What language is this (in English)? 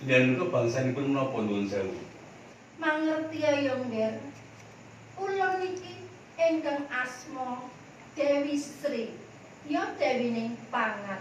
Javanese